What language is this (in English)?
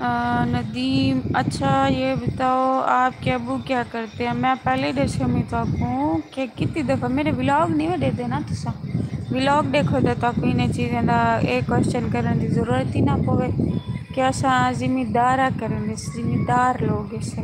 Saraiki